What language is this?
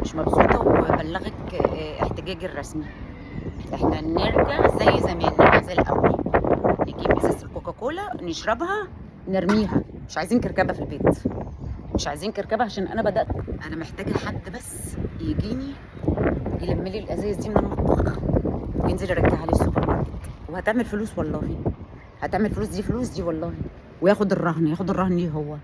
Egyptian Arabic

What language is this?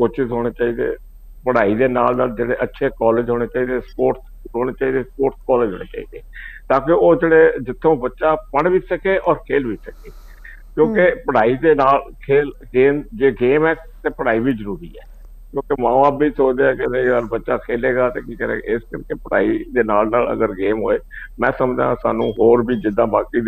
Punjabi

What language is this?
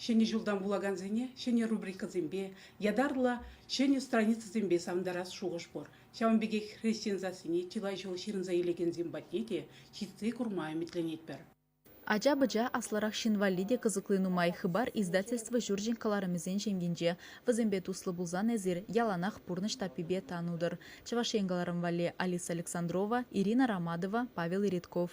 Chuvash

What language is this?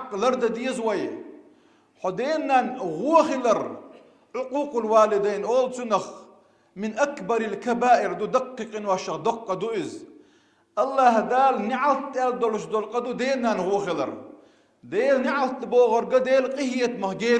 Chechen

